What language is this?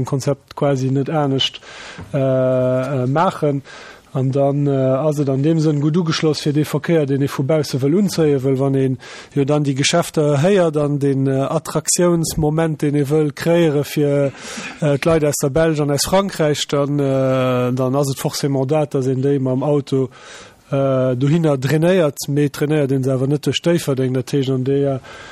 Luxembourgish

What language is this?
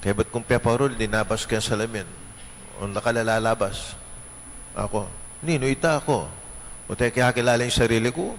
Pampanga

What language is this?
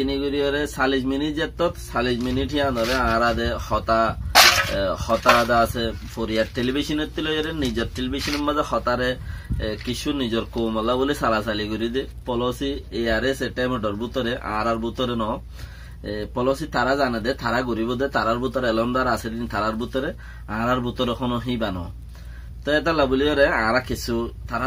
Rohingya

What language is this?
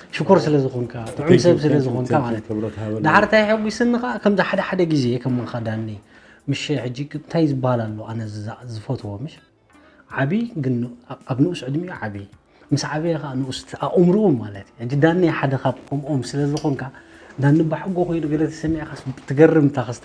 Tigrinya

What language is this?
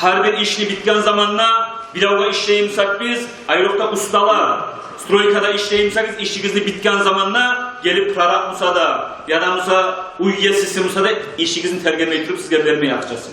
Kumyk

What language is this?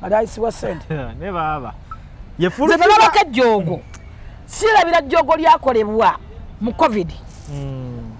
Ganda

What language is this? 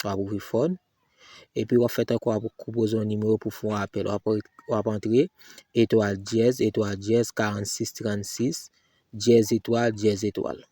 Haitian Creole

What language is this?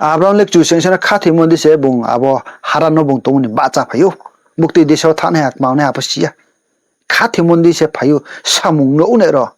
Riang (India)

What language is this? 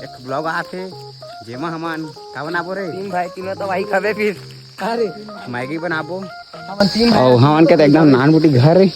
Chhattisgarhi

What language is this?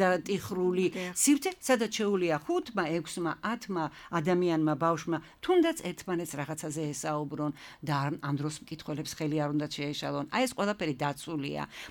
Georgian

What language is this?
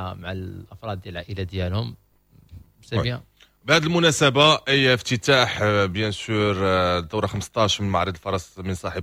Moroccan Arabic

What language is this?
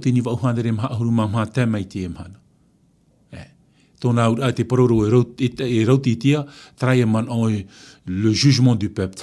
Tahitian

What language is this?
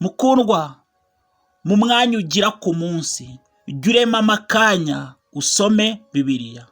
Kinyarwanda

